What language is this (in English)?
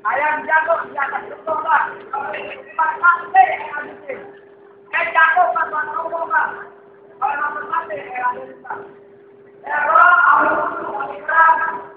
Betawi